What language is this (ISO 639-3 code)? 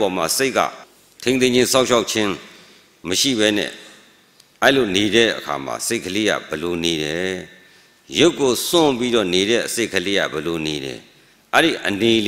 mya